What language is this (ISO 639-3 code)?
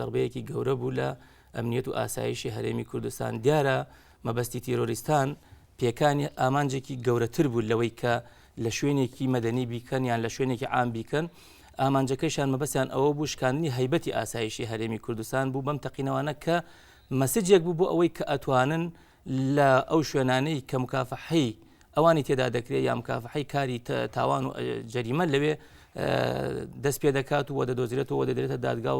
ckb